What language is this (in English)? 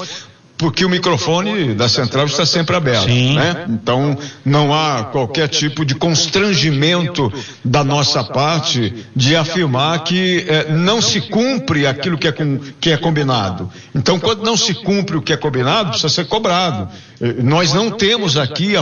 Portuguese